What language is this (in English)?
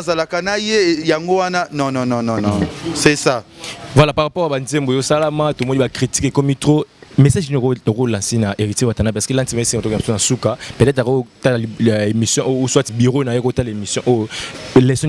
Lingala